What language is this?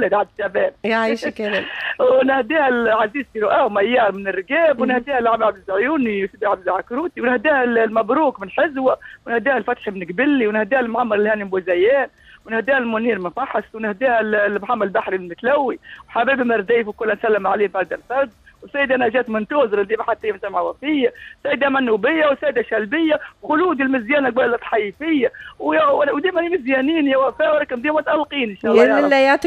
Tunisian Arabic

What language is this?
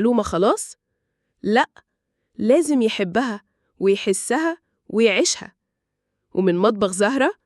Egyptian Arabic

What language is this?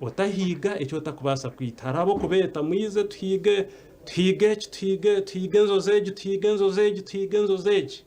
Nyankole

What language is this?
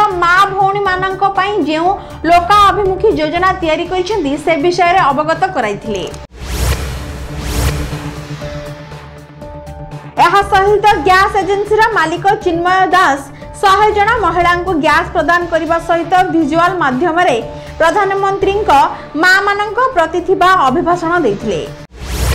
Odia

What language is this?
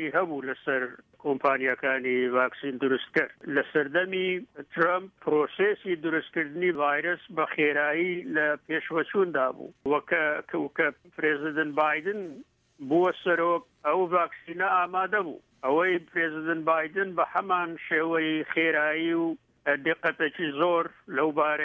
Central Kurdish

